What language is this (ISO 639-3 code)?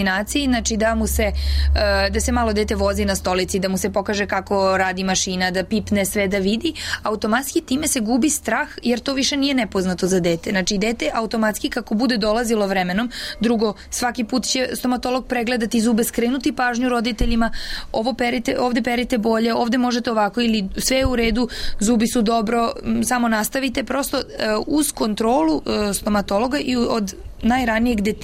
srp